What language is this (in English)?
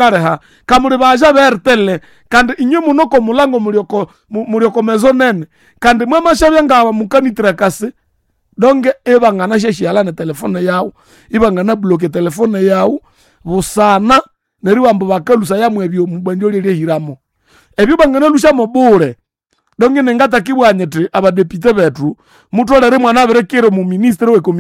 Nande